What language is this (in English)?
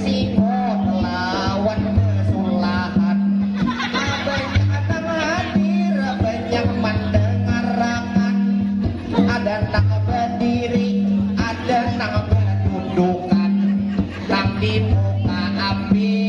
Banjar